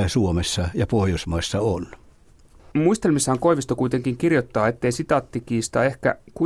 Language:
Finnish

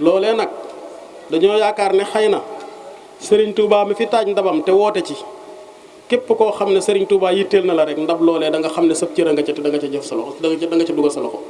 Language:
Wolof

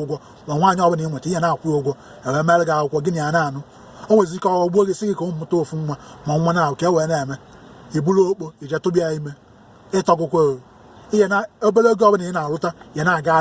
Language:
Igbo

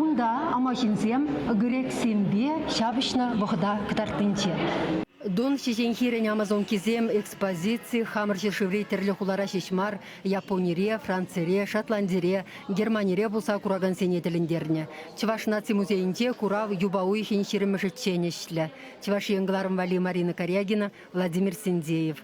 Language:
Chuvash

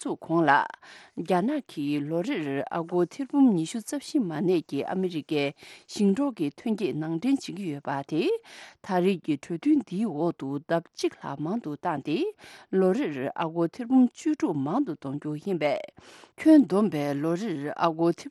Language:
Tibetan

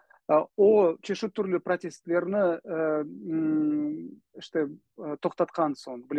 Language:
Crimean Tatar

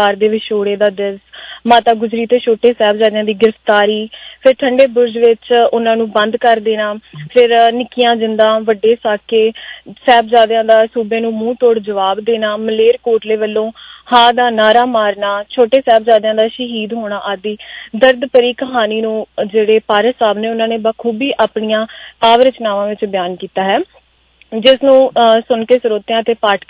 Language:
Punjabi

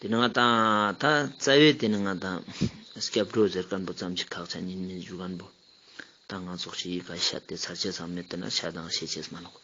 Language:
Ladakhi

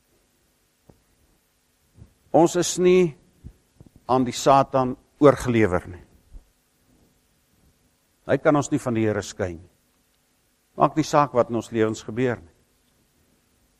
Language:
Afrikaans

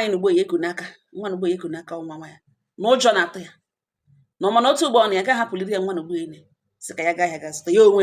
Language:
Igbo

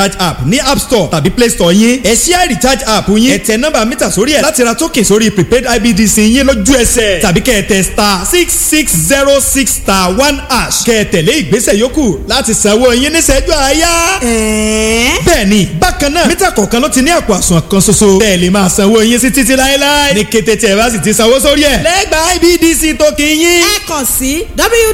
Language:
Yoruba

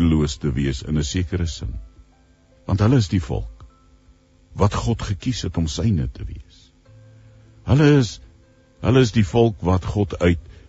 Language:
Afrikaans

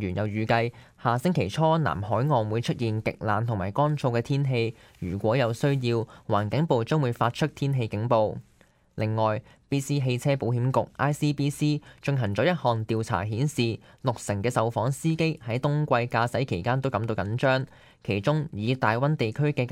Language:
Cantonese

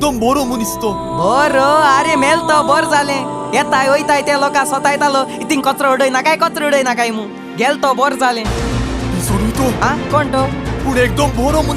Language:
Konkani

